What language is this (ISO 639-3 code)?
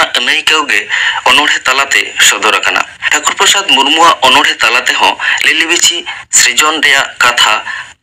sat